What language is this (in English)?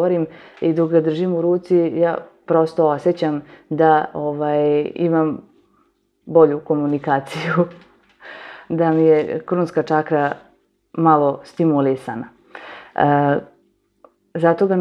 Serbian